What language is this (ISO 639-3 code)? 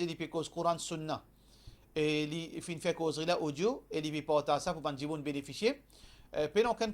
mfe